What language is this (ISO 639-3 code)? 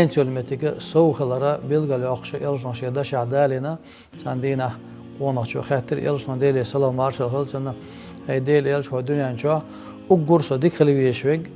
che